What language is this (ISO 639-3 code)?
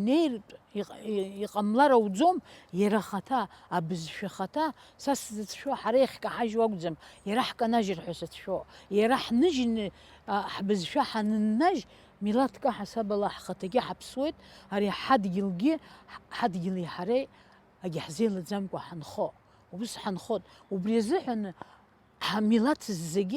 abk